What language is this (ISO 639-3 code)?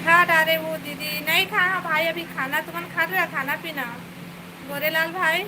hne